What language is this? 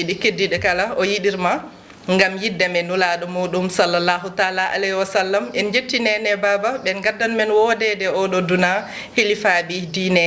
Fula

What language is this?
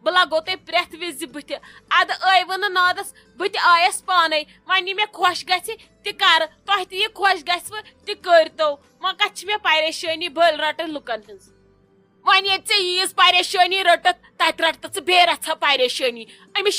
Kashmiri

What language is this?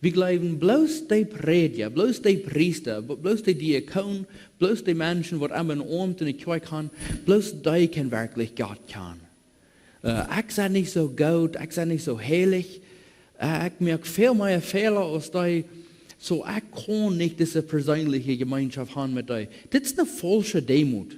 Plautdietsch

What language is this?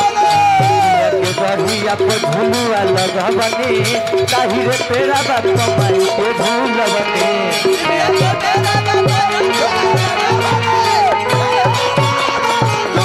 Bhojpuri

